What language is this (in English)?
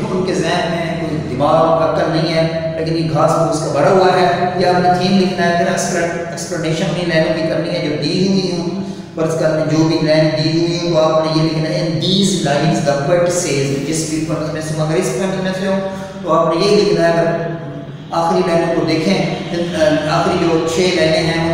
Urdu